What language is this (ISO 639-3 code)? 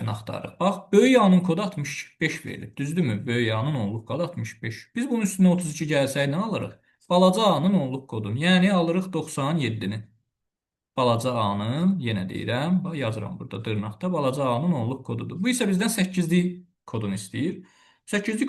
aze